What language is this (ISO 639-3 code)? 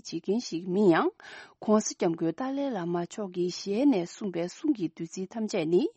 bod